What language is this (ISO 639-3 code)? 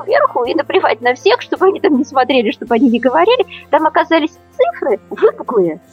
rus